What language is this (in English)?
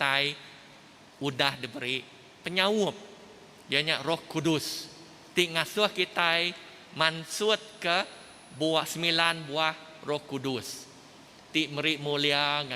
Iban